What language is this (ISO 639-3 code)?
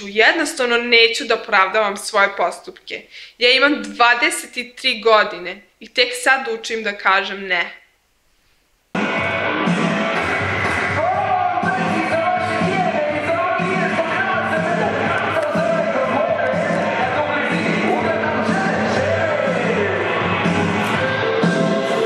srp